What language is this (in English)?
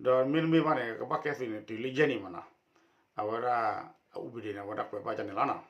S'gaw Karen